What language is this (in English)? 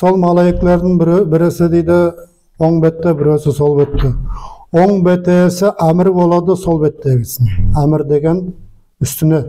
Nogai